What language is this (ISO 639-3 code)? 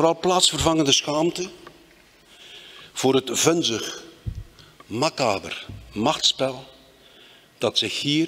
nld